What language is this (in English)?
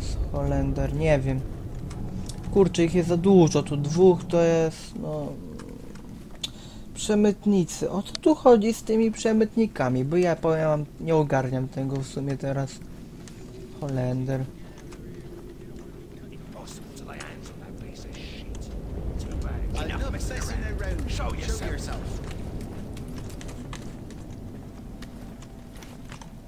Polish